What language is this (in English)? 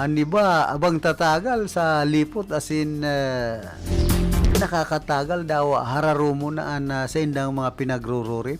Bikol